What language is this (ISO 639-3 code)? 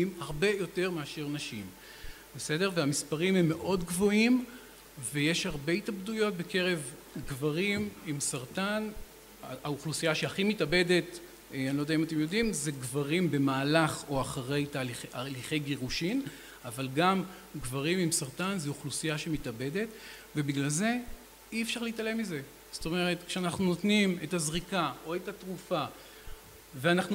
heb